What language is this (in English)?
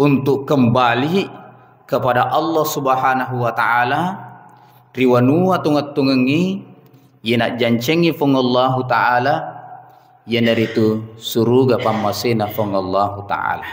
Buginese